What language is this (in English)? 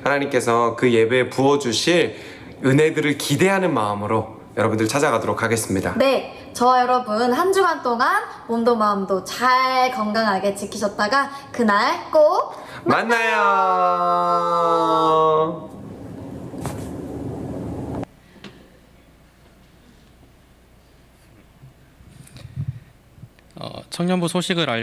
Korean